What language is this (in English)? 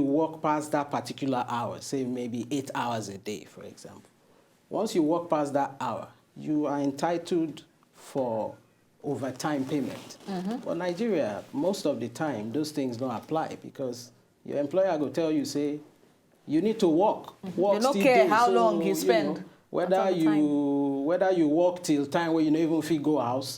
Nigerian Pidgin